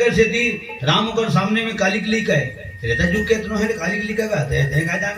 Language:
Chhattisgarhi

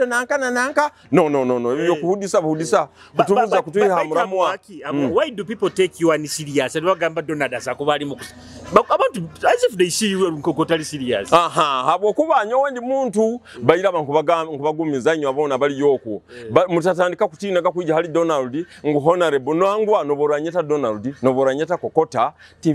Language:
Nyoro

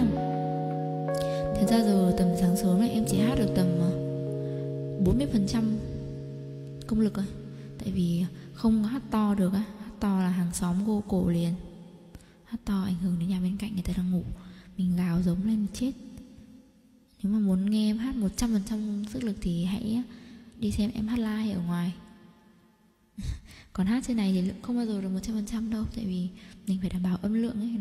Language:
Vietnamese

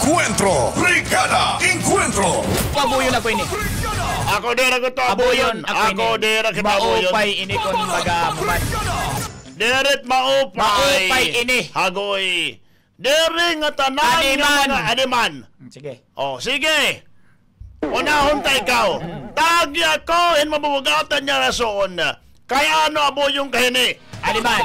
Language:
Waray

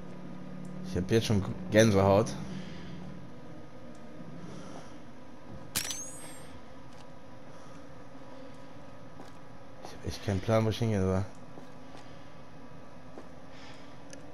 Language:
German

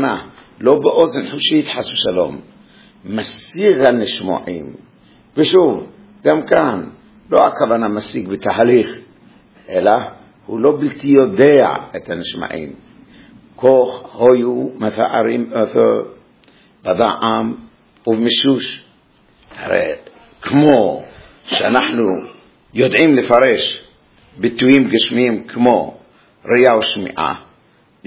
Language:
Hebrew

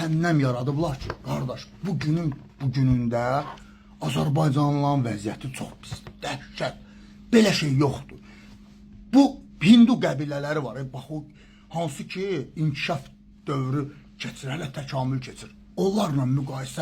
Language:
Azerbaijani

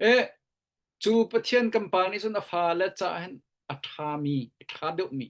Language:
Hakha Chin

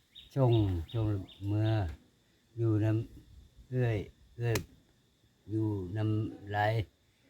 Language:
Northeastern Thai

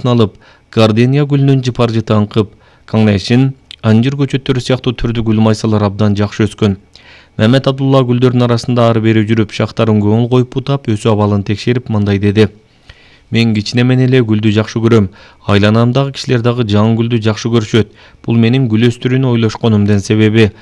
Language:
Kyrgyz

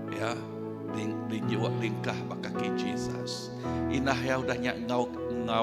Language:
Iban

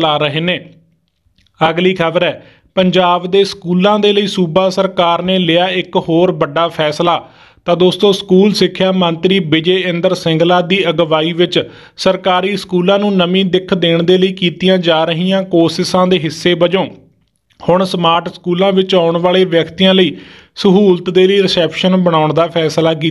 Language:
Punjabi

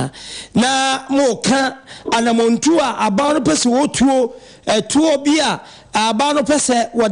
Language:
Akan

